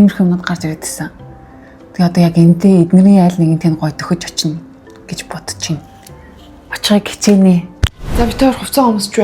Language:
Mongolian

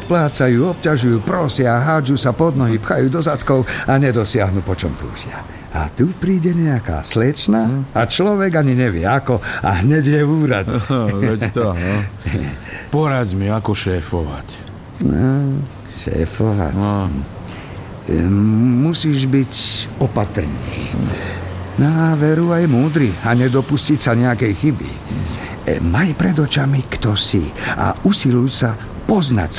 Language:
Slovak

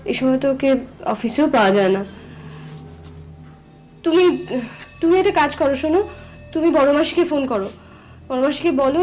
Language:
Bangla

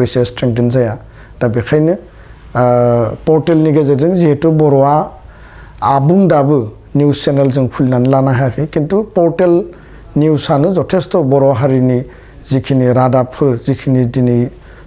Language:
Bodo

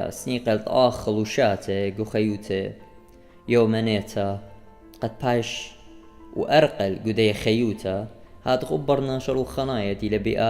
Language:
Assyrian Neo-Aramaic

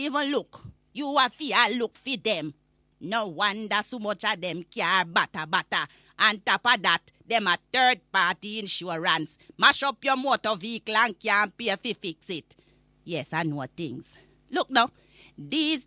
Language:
Jamaican Creole English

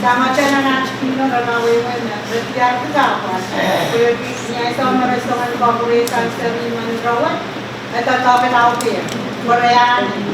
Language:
Pohnpeian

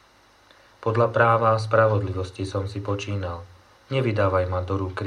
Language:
Slovak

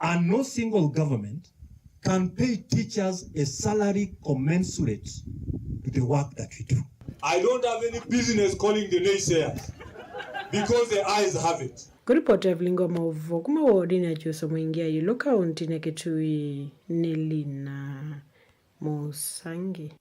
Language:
Kamba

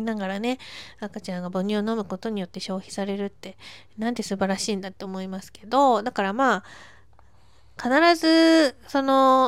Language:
Japanese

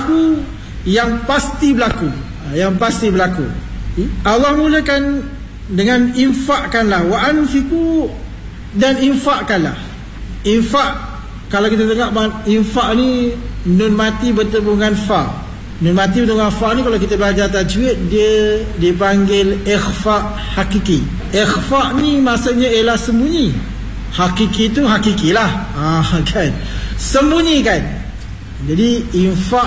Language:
Malay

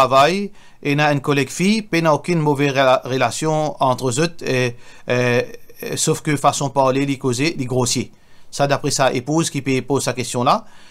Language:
Morisyen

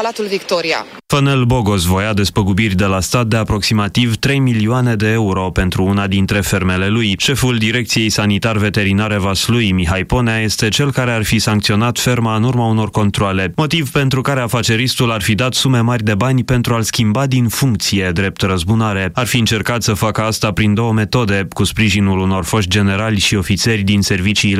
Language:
Romanian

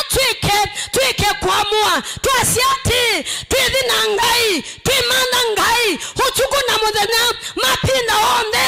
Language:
Kamba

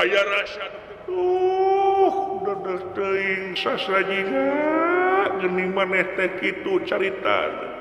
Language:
Sundanese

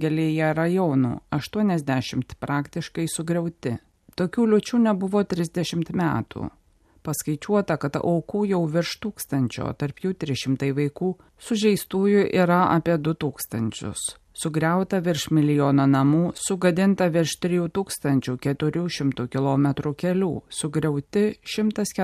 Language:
Lithuanian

